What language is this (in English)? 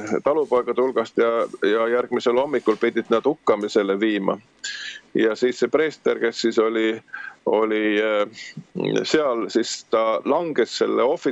Estonian